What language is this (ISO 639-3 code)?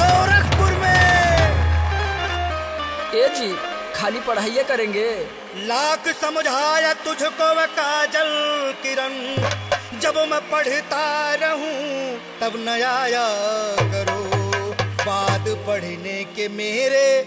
bho